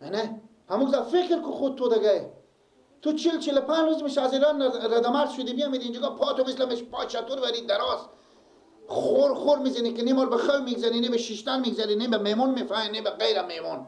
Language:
Persian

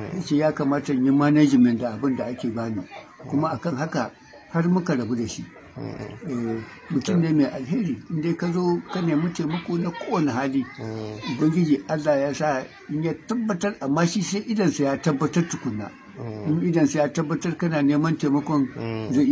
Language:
Hausa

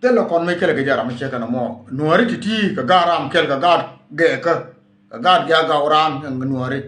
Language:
Nuer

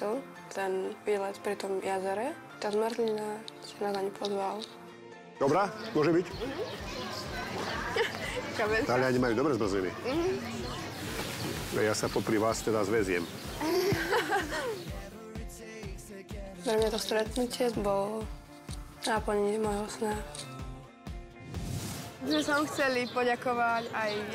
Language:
Slovak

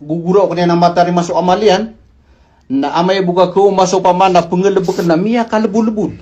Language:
Maranao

